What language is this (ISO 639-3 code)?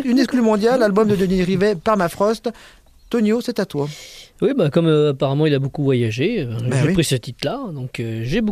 fra